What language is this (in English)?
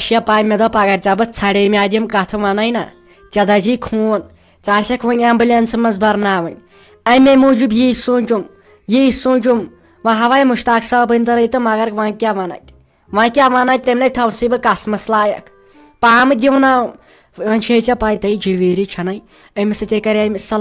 Kashmiri